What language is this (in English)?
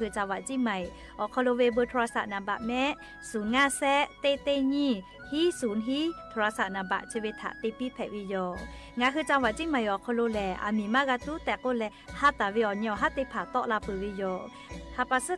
Lahu